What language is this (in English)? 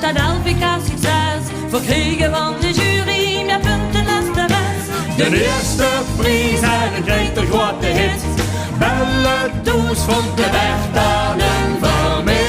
Limburgish